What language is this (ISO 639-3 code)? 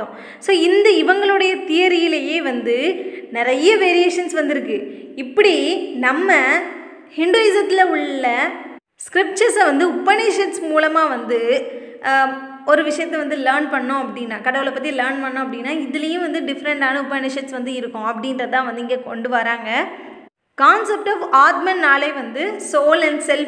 tam